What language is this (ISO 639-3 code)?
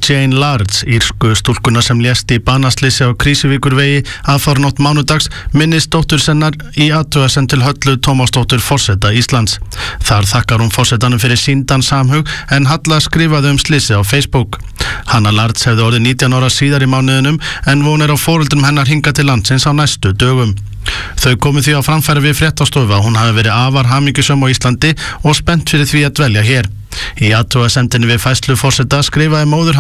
isl